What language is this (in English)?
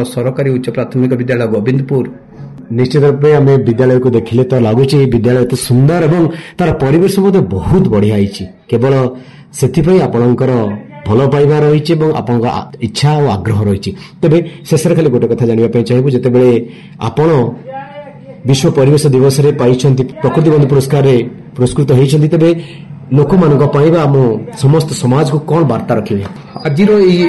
Odia